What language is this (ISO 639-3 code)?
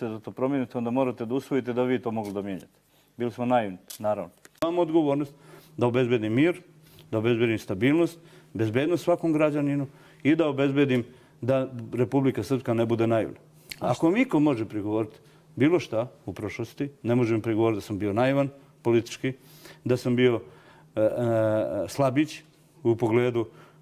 bos